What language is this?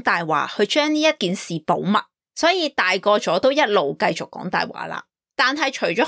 Cantonese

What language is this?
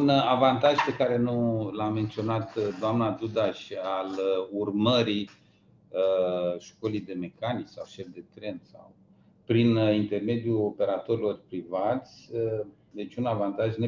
Romanian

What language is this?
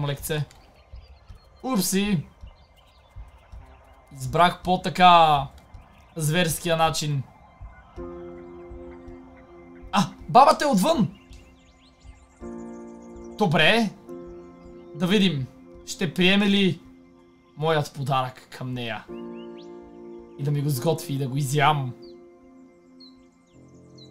Bulgarian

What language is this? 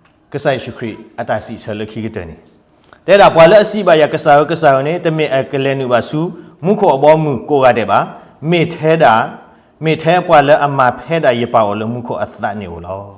S'gaw Karen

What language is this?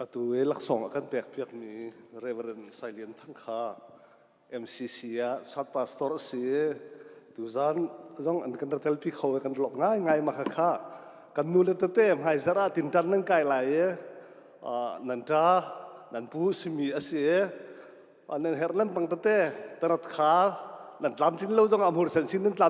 Hakha Chin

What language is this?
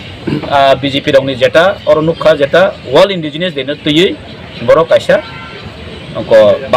Kok Borok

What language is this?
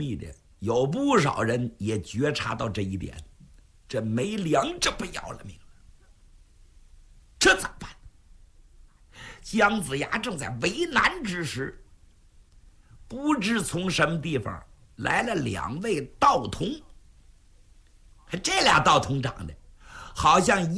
Chinese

